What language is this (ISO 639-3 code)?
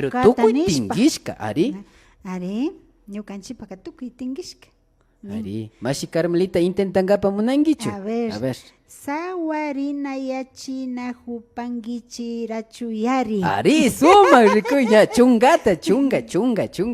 qvi